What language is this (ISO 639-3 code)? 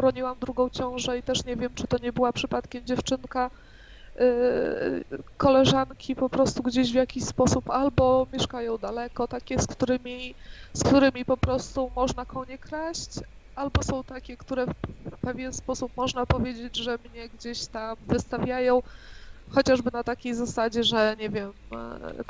pol